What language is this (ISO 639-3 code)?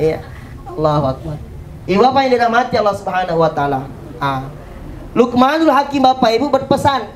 bug